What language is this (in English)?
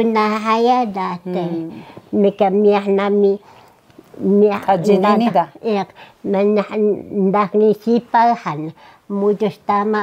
Taroko